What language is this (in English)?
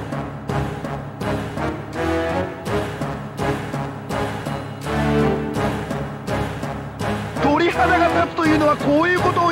Japanese